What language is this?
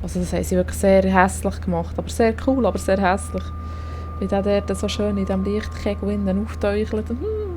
Swiss German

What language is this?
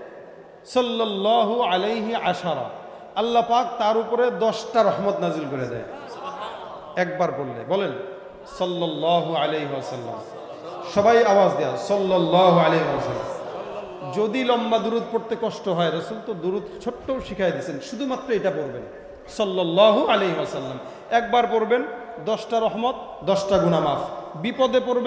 Bangla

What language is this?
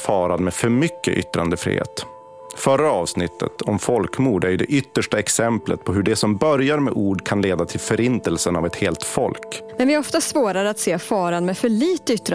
Swedish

